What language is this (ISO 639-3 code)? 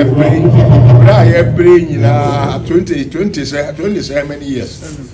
aka